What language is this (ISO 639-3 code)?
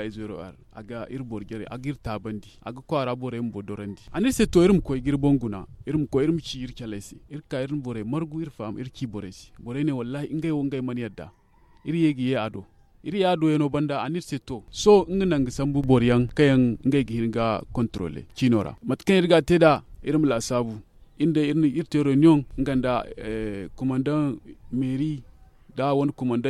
dje